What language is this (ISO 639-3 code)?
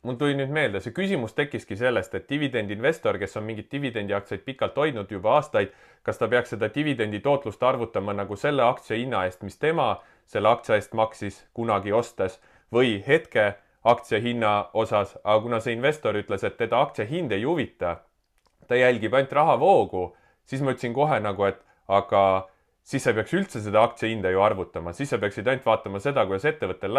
est